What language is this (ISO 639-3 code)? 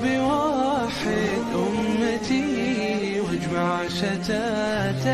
ara